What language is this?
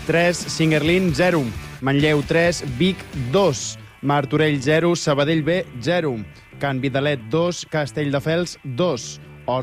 Catalan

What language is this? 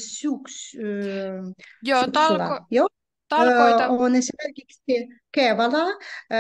Finnish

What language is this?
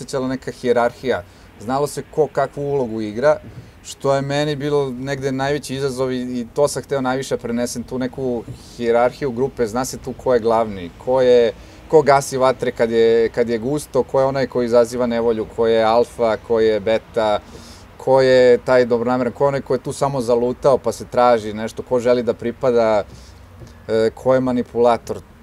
Serbian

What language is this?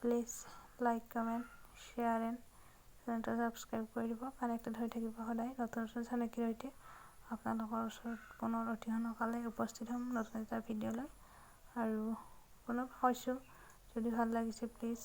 Assamese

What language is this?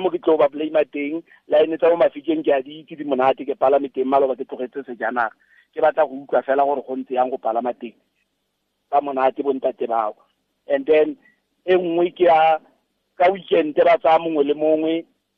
Tswana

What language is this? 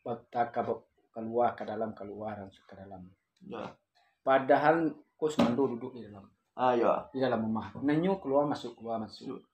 Minangkabau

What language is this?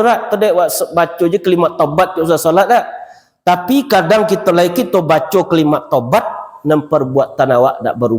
Minangkabau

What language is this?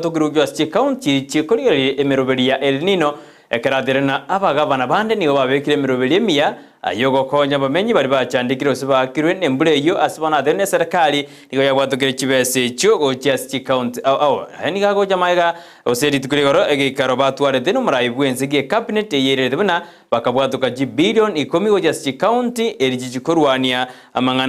Gusii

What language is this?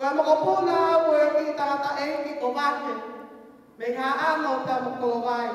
Tongan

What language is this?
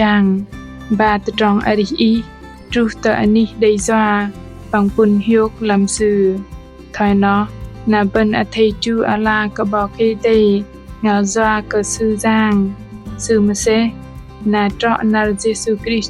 Bahnar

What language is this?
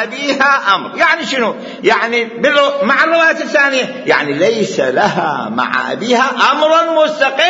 Mesopotamian Arabic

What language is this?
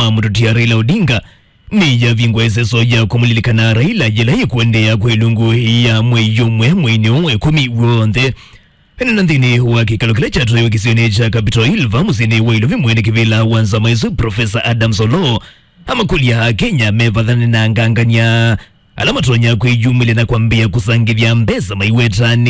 Kamba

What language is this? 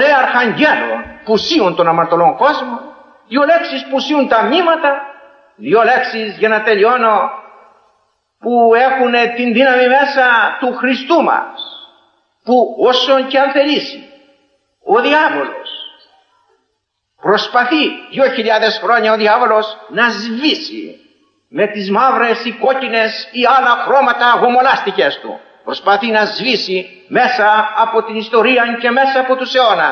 Greek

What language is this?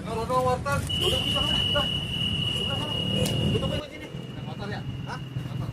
Betawi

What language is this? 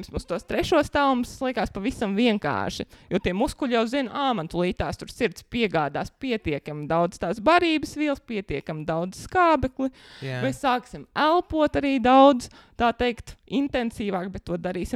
Latvian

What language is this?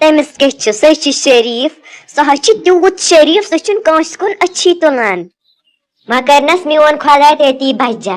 Kashmiri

